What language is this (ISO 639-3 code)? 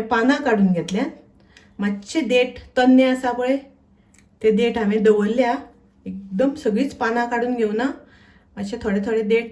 kok